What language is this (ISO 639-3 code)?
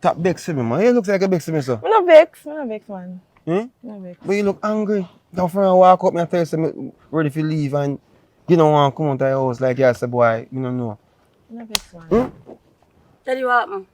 jam